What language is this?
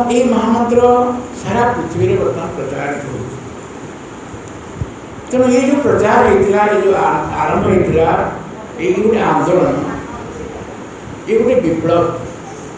Odia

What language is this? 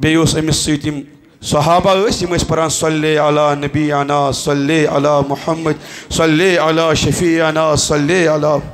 Kashmiri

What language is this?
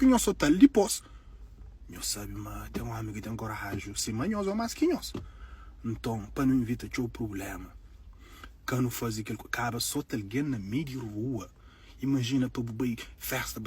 Kabuverdianu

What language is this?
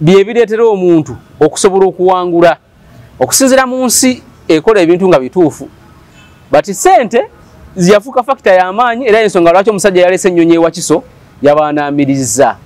Ganda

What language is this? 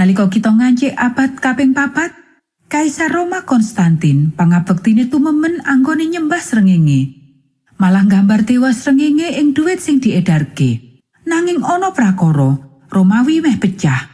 Javanese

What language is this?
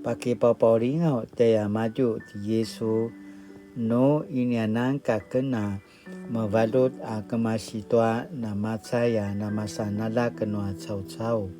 Paiwan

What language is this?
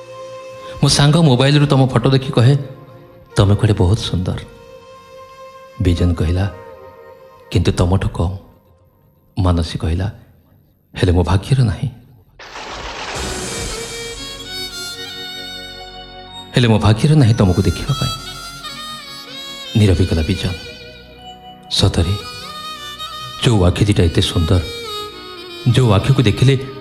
Odia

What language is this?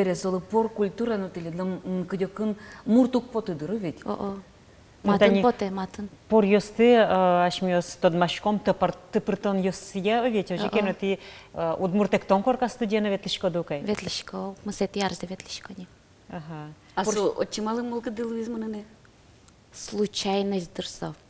Udmurt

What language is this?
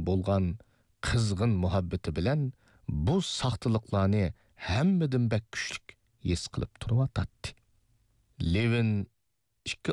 Uyghur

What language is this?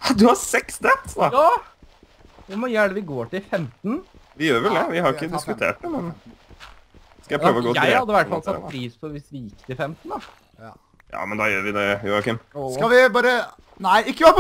Norwegian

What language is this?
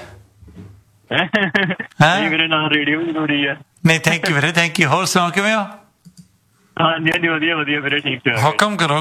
Punjabi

